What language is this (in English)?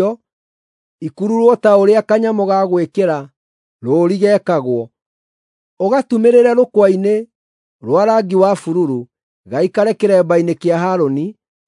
Kikuyu